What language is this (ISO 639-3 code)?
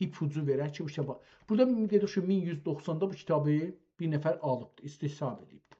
azb